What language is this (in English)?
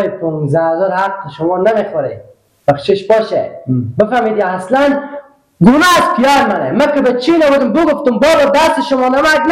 Persian